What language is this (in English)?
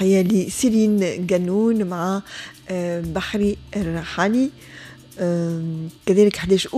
Tunisian Arabic